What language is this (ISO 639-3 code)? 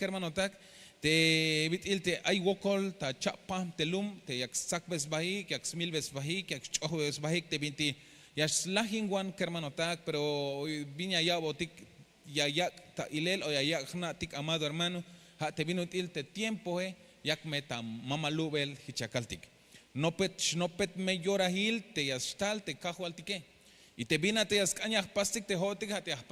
tzh